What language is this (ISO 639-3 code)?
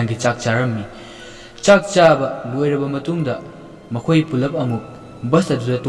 mni